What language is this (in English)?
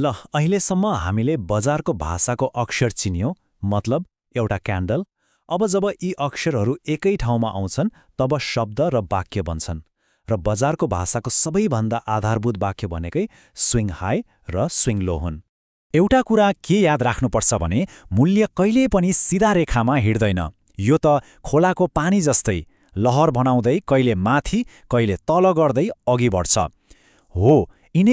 Nepali